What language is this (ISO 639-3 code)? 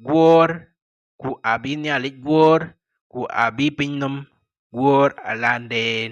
din